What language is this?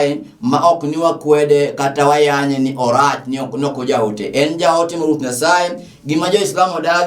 Luo (Kenya and Tanzania)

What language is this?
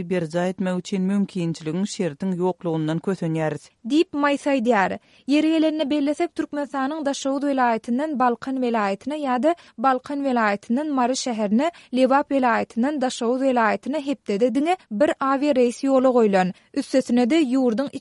Turkmen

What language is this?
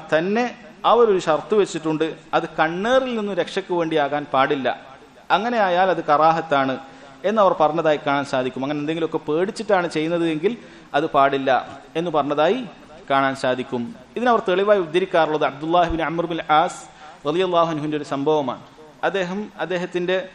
Malayalam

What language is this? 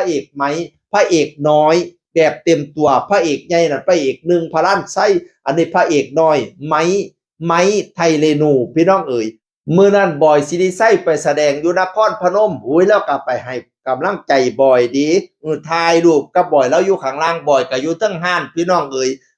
Northeastern Thai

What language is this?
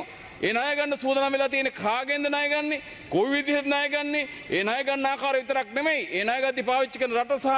Sinhala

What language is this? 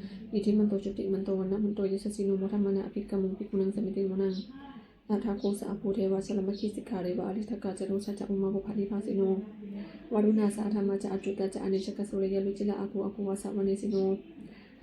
Pali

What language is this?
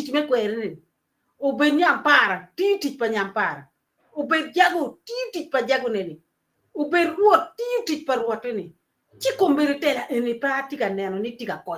Acoli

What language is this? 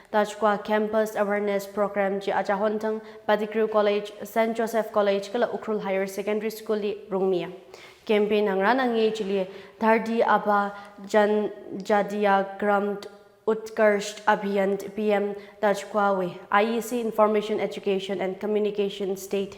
Tangkhul Naga (India)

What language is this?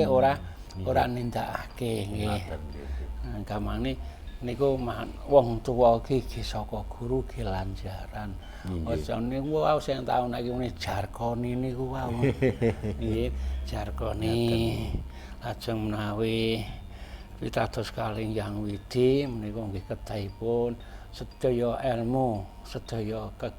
Javanese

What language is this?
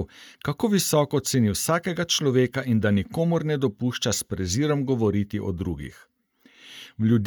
Slovenian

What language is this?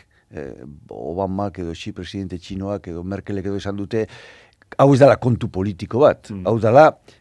Basque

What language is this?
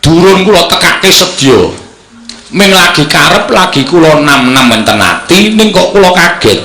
Javanese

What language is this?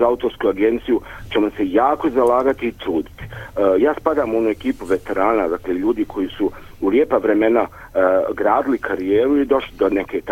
Serbian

